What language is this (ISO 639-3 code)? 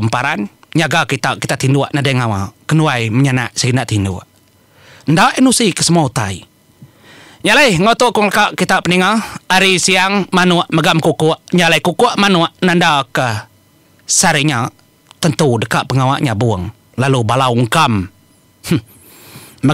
iba